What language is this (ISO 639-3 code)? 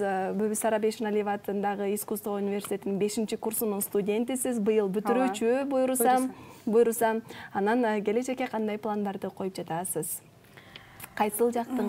kir